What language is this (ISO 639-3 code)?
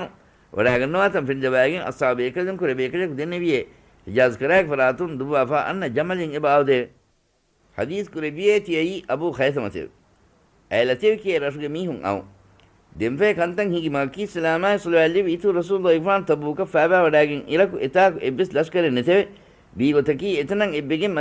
div